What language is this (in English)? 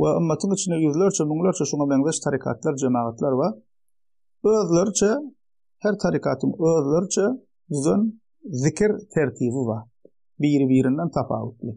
Turkmen